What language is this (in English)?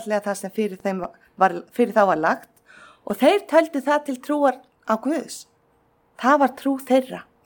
Icelandic